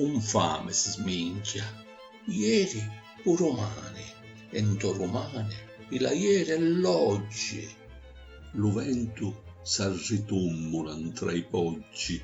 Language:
Sicilian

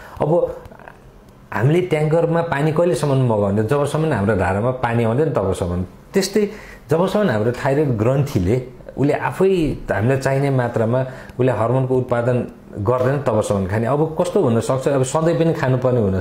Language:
Nepali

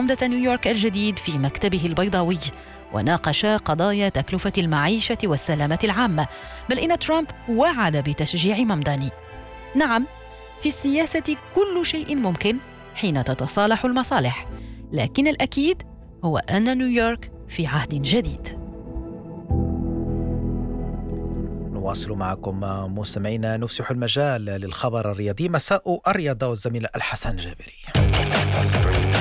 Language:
Arabic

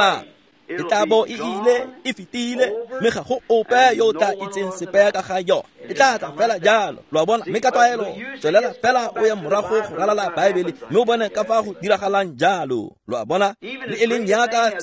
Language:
Tswana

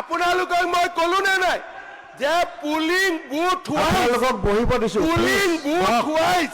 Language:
Assamese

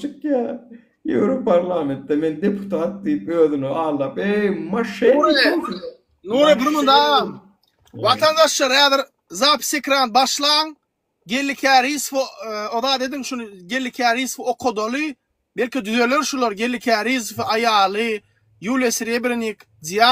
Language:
Turkmen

